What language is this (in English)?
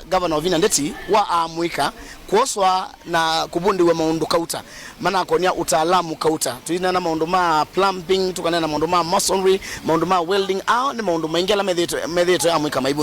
Kamba